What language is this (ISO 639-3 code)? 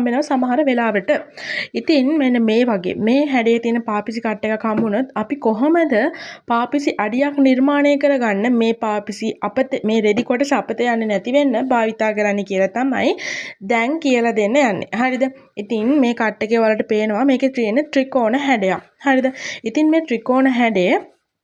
sin